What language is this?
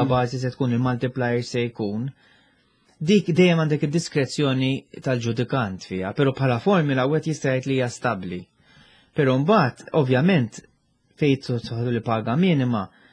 Maltese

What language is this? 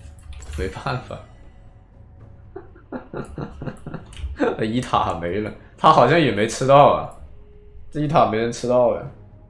Chinese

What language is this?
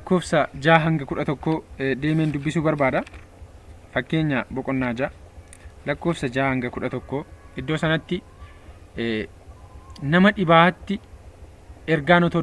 Oromo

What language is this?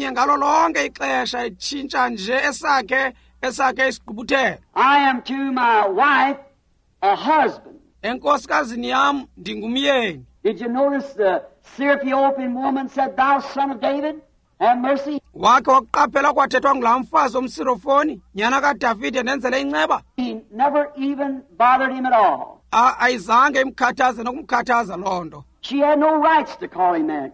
Xhosa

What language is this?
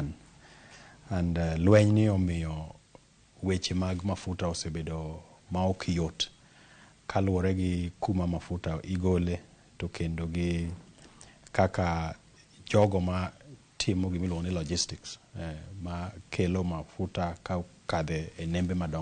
Luo (Kenya and Tanzania)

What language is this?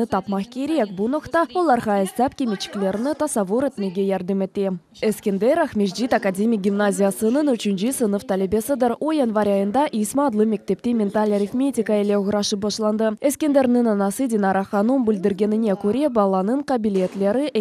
Crimean Tatar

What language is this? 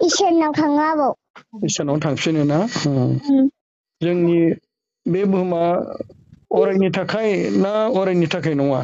Bodo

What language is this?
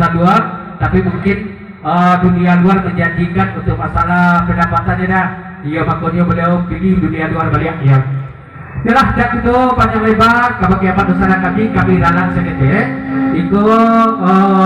Minangkabau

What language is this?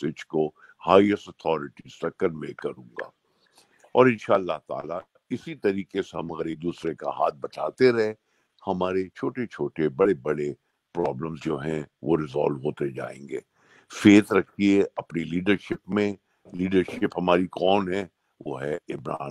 Urdu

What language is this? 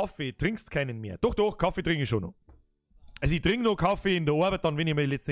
Bavarian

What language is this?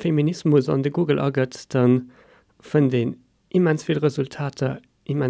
Luxembourgish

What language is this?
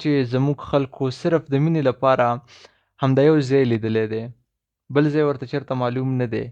Pashto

